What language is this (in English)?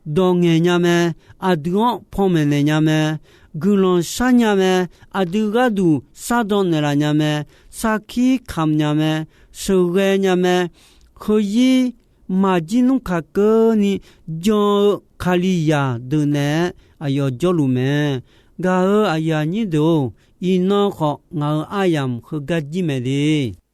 Akha